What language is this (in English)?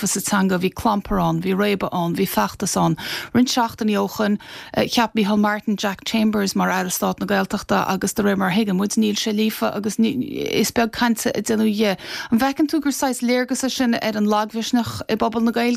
Irish